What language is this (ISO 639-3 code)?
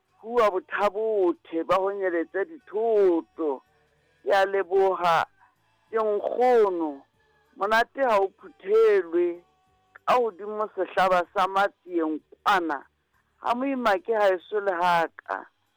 sot